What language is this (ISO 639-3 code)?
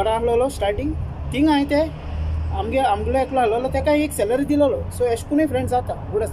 kok